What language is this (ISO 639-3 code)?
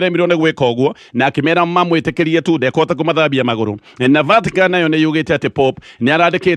kik